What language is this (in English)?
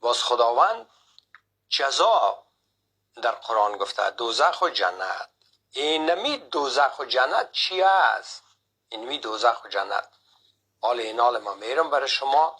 Persian